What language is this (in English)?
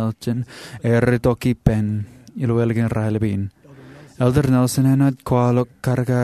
Marshallese